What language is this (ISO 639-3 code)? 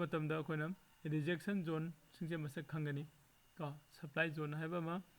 mni